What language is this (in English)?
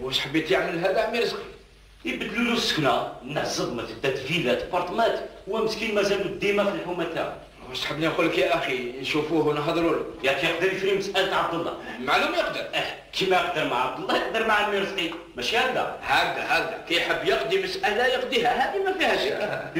Algerian Arabic